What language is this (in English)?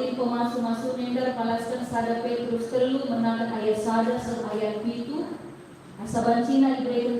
Batak Karo